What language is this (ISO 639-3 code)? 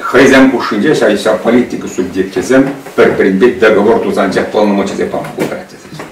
chv